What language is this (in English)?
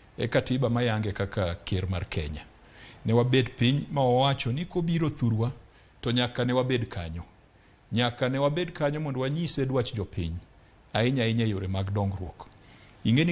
Luo (Kenya and Tanzania)